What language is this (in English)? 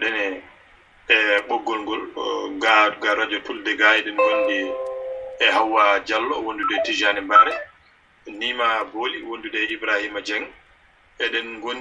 Fula